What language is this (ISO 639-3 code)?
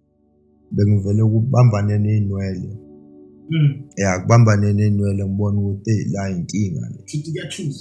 zul